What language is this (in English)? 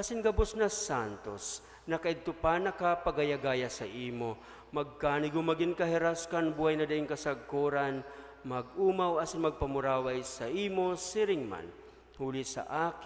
Bikol